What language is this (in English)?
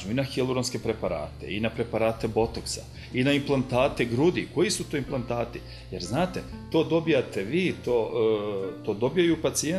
Serbian